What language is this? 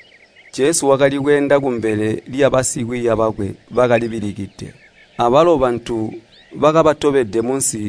Tonga (Zambia)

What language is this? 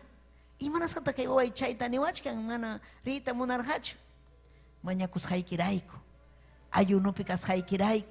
Ayacucho Quechua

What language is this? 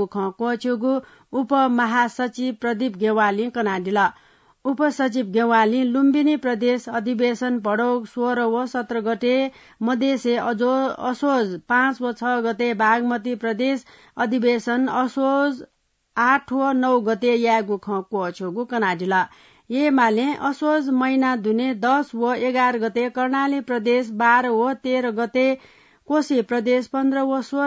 Newari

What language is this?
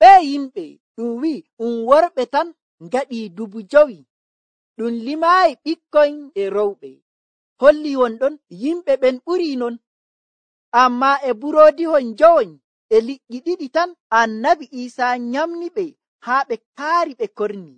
Nigerian Fulfulde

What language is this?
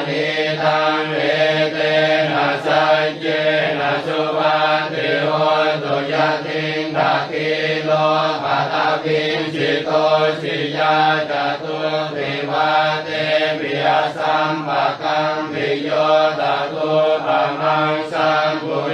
Pali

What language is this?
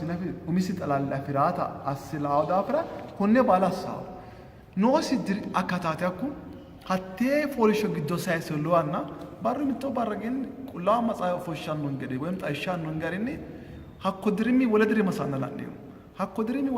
Sidamo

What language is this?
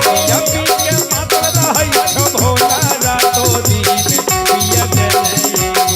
Magahi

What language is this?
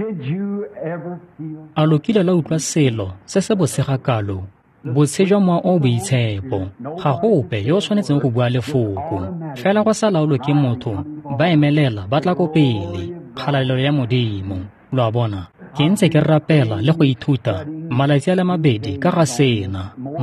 Tswana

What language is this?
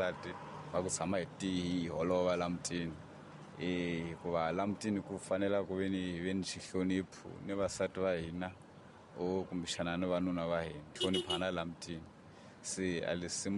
Tsonga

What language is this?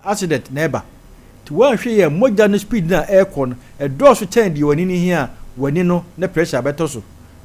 Akan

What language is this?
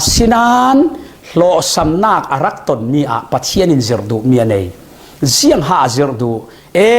Falam Chin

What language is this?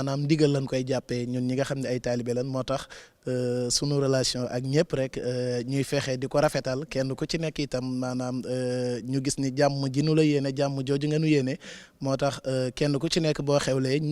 Wolof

